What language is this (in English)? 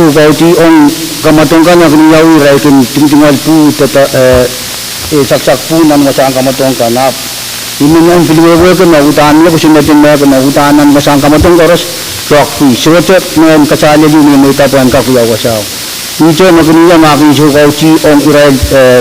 Pohnpeian